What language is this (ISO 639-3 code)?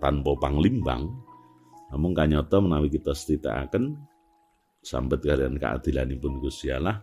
jav